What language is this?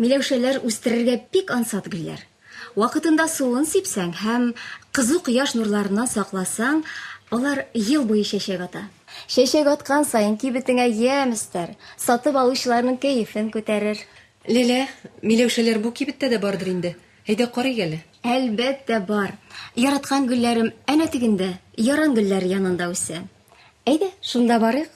Tatar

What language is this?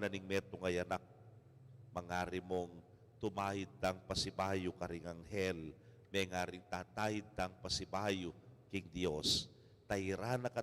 Pampanga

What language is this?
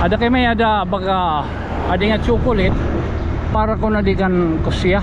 Waray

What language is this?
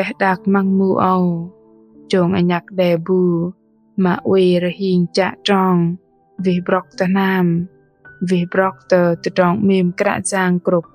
Bahnar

